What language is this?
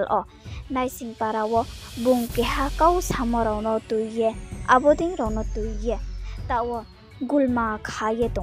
Riang (India)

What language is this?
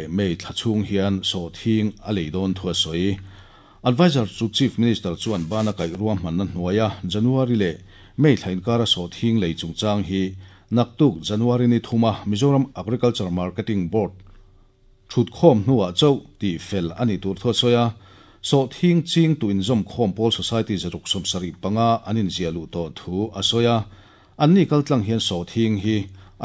Mizo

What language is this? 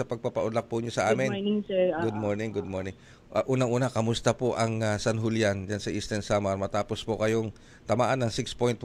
Filipino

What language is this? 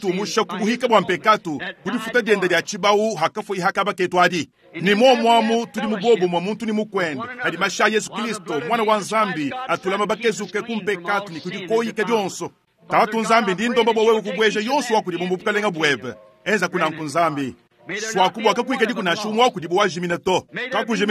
Luba-Lulua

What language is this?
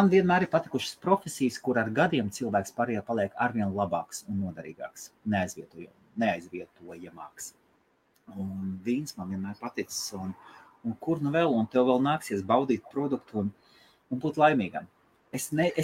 Latvian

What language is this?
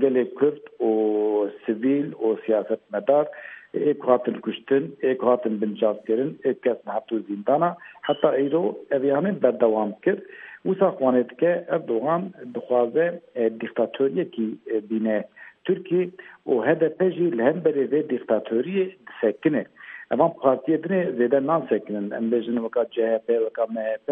Kurdish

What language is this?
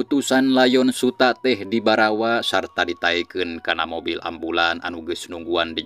Sundanese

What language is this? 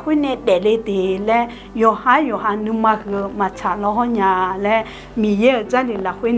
Akha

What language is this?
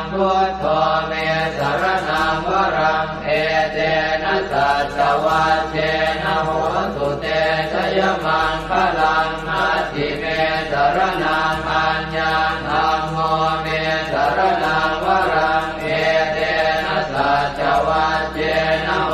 Pali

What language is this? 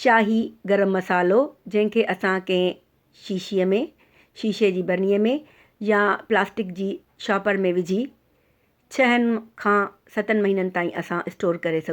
Sindhi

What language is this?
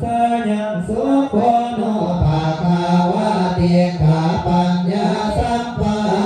Pali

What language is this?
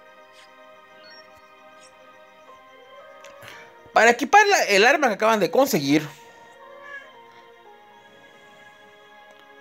Spanish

